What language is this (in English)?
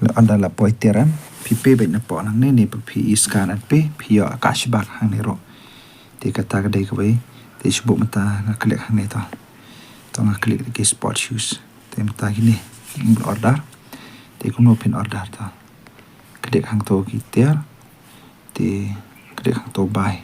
Khasi